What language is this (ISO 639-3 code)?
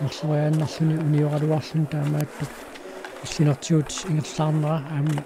kal